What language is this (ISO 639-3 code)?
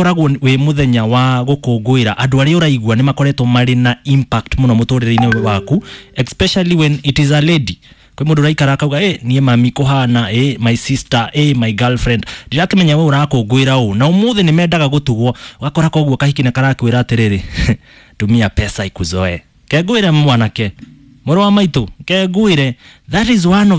kik